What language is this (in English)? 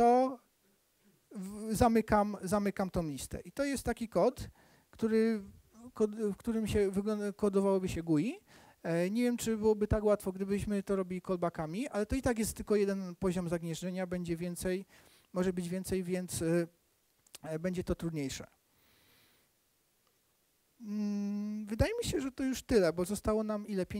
Polish